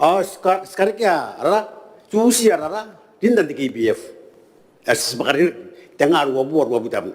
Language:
Gilbertese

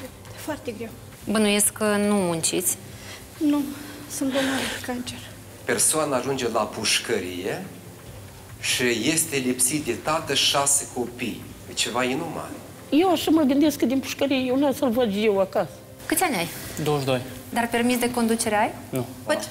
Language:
Romanian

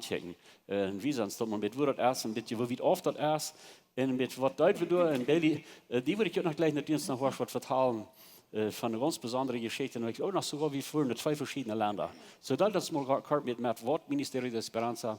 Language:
Plautdietsch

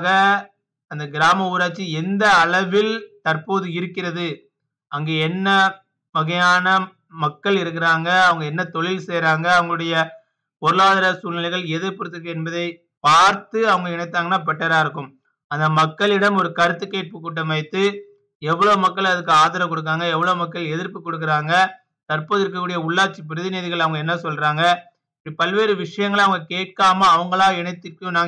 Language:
Tamil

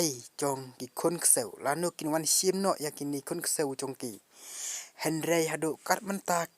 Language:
Khasi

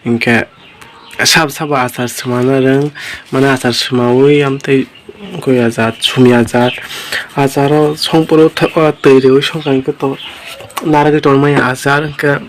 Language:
Kok Borok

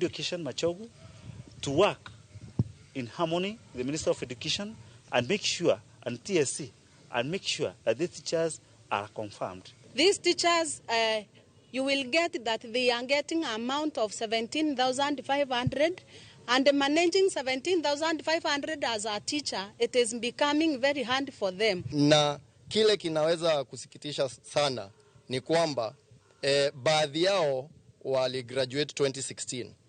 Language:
Luo (Kenya and Tanzania)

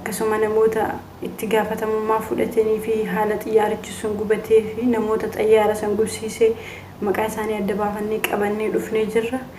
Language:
Oromo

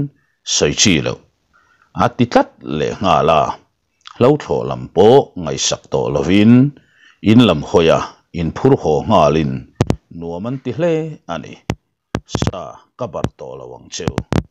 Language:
Mizo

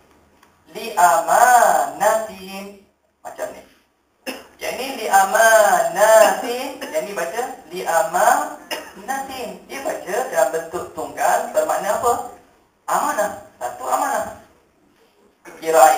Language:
Malay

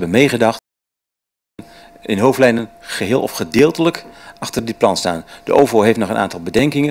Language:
Dutch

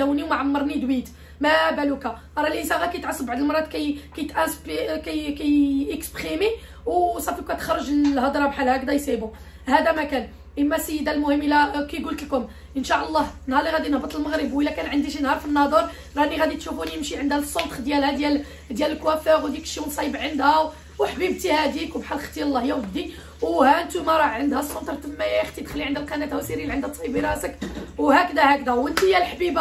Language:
Moroccan Arabic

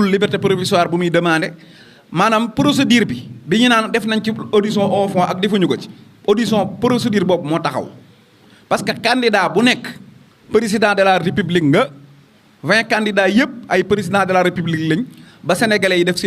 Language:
Wolof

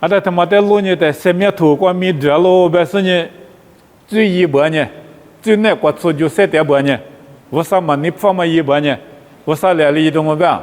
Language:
Lisu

